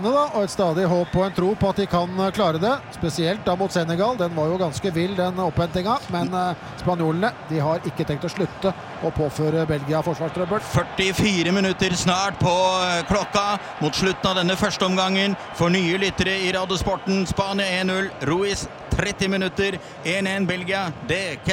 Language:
Norwegian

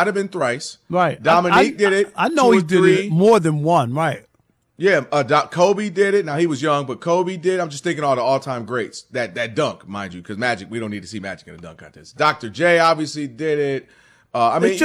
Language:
English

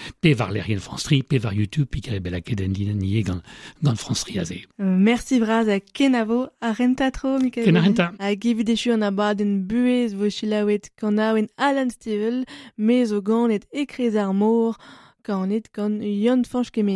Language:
Breton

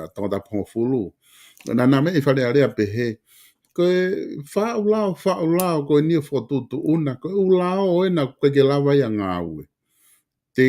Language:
Tongan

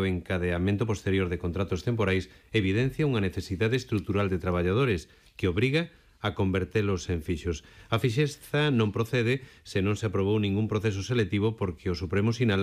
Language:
Galician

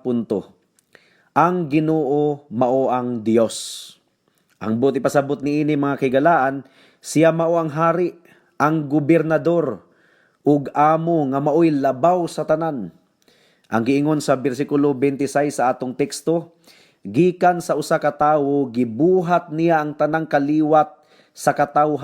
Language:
Cebuano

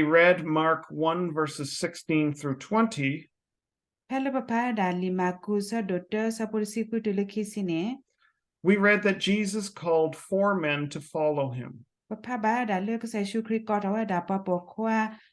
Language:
S'gaw Karen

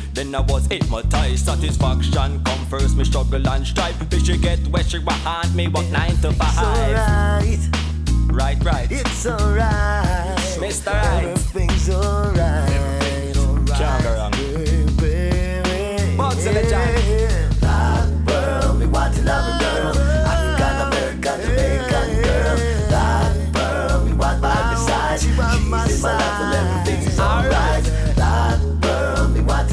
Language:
Jamaican Creole English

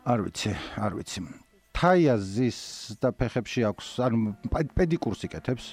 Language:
Georgian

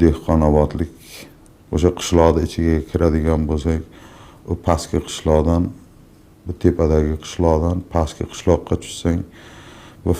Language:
Uzbek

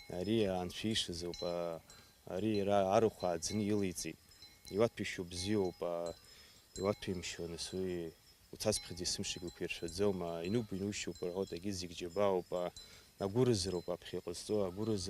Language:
Abkhazian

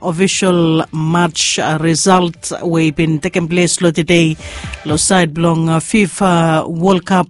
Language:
Bislama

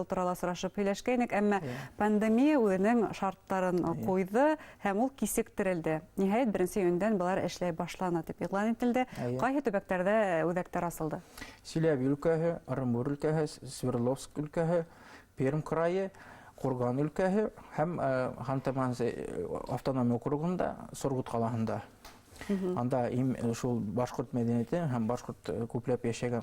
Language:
Bashkir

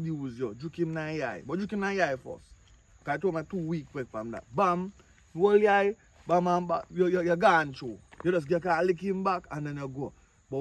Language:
Jamaican Creole English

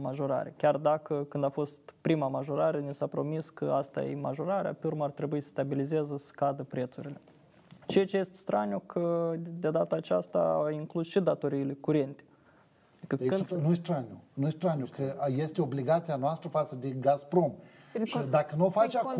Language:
Romanian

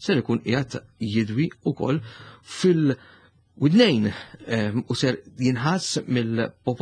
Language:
Maltese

